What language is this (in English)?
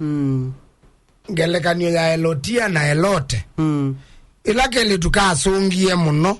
Kamba